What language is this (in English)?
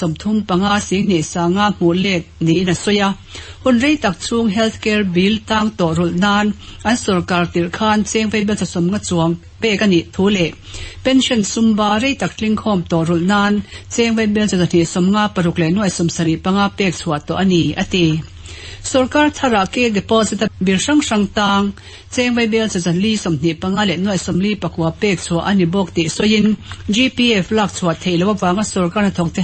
Mizo